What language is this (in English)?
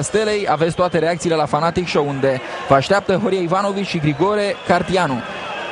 Romanian